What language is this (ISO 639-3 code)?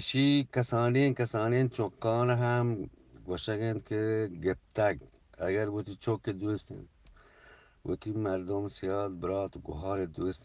bgp